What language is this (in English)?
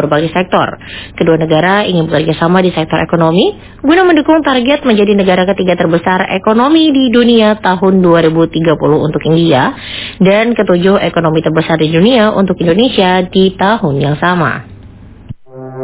Indonesian